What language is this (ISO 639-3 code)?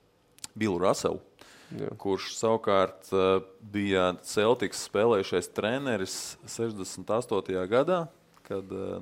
lav